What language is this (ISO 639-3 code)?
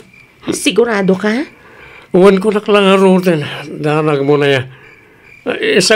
ilo